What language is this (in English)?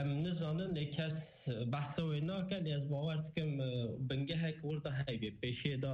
Kurdish